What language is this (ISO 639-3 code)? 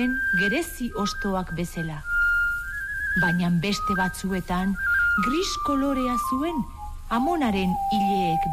eus